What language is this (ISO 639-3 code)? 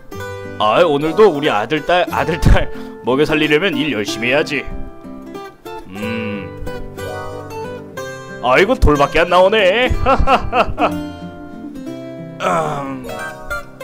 kor